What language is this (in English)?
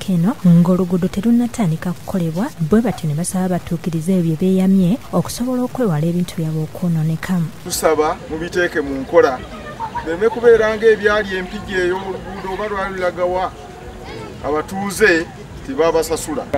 Ganda